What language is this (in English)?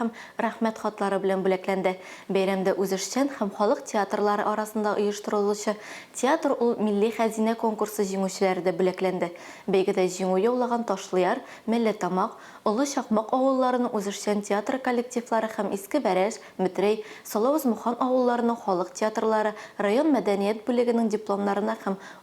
Tatar